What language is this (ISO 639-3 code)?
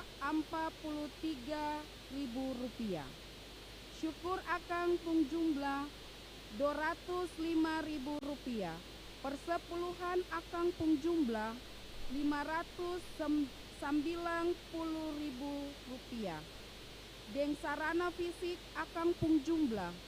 abs